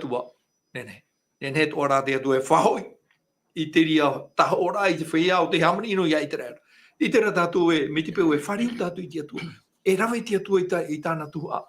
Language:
Tahitian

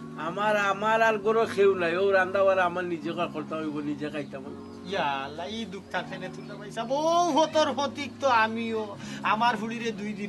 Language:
Sylheti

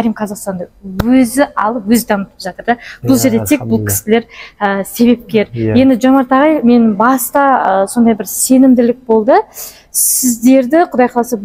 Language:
Kazakh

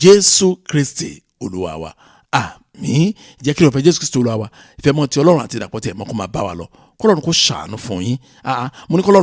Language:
Yoruba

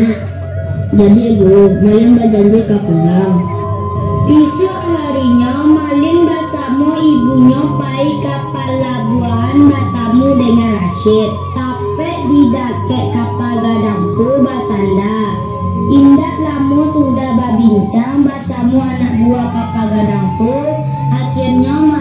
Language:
Minangkabau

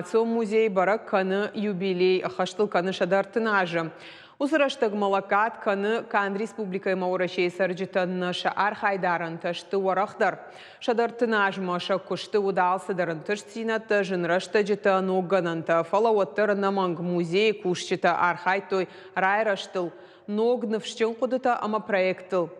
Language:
Ossetic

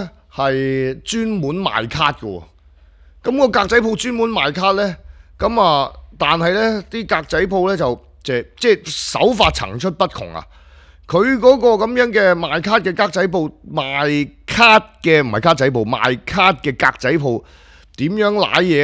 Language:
Cantonese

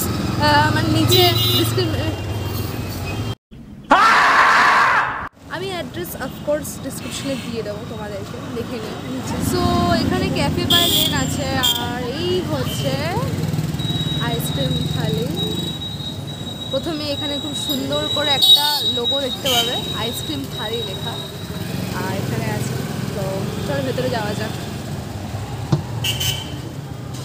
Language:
Bangla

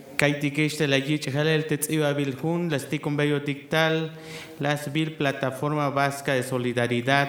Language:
Tzeltal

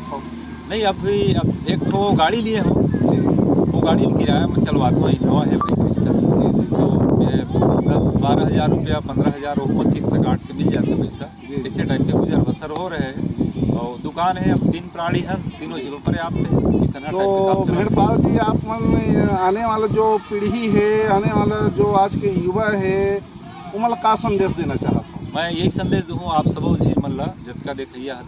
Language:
Chhattisgarhi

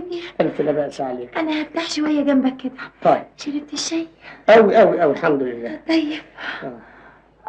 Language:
Egyptian Arabic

